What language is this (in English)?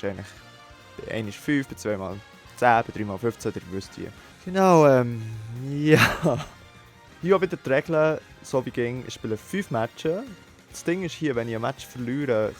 Swiss German